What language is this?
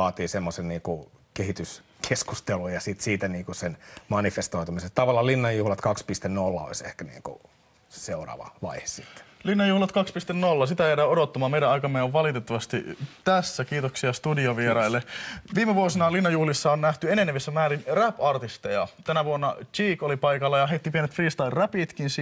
Finnish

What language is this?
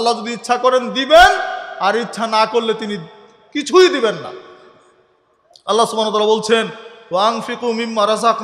Bangla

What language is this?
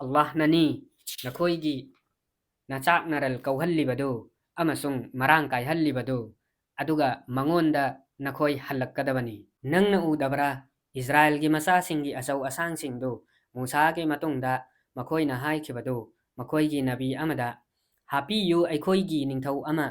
Manipuri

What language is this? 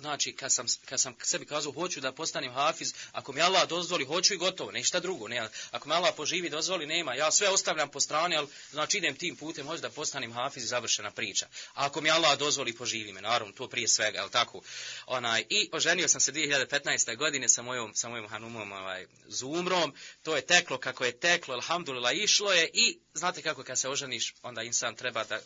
Bosnian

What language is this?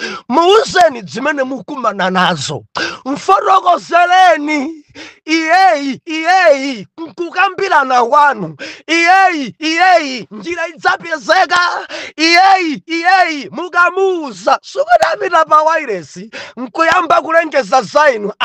Nyanja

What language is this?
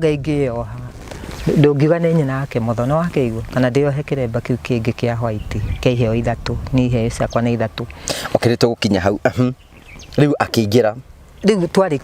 Kikuyu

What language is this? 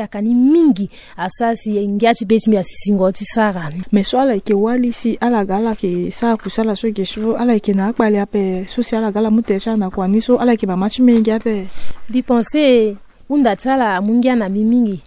Sango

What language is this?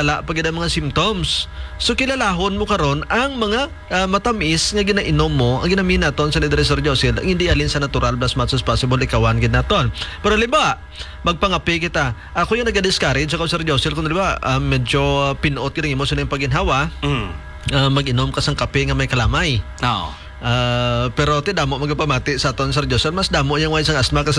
Hiligaynon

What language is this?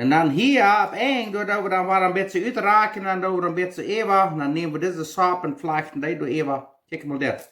Plautdietsch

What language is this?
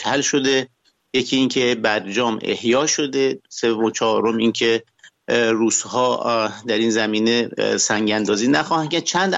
Persian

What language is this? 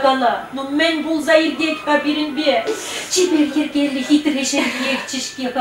Chuvash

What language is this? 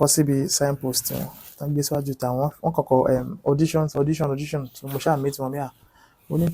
Yoruba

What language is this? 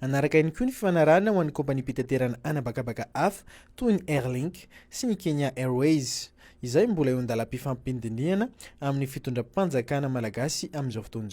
Malagasy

